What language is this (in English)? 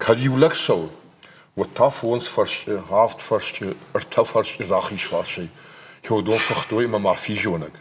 Ossetic